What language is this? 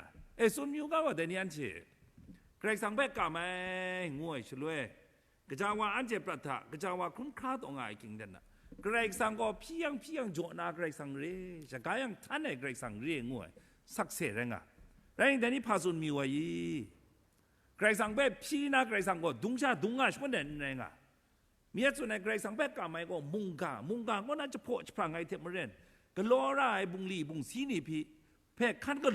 Kachin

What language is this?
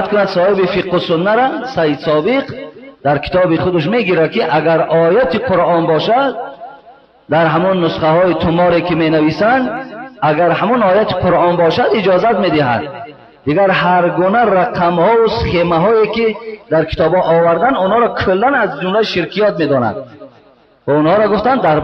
Tajik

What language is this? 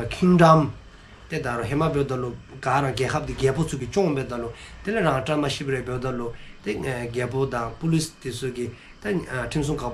Dzongkha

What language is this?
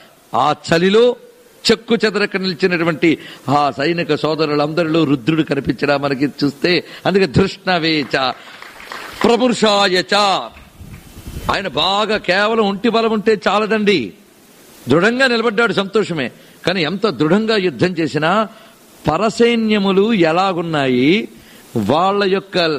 Telugu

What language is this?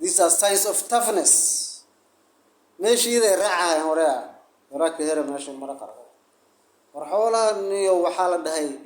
Somali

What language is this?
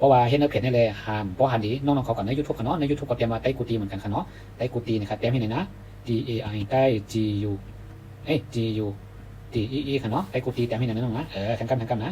Shan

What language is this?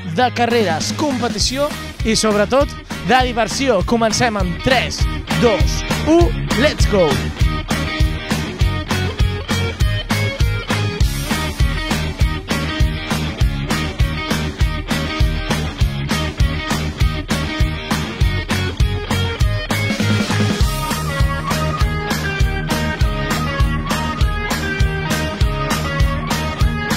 Catalan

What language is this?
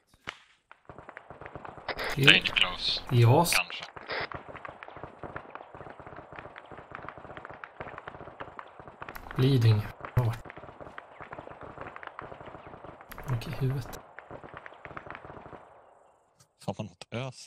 Swedish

